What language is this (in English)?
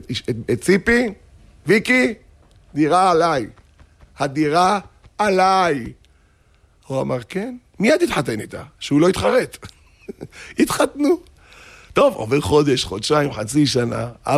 Hebrew